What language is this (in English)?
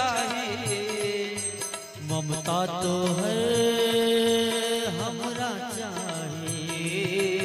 Bhojpuri